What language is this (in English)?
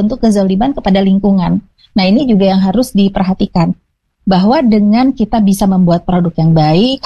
Indonesian